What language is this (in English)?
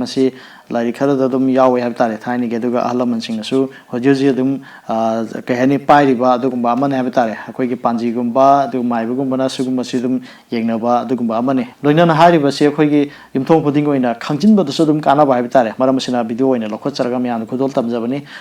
Manipuri